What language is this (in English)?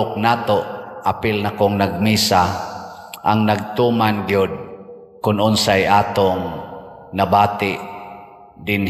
Cebuano